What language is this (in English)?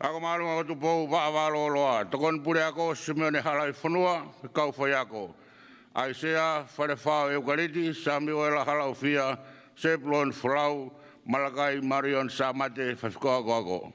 Tongan